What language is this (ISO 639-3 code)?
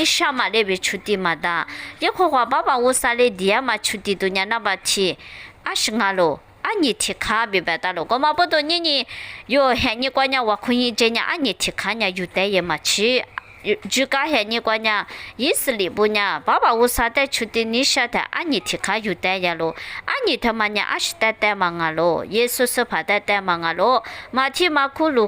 lis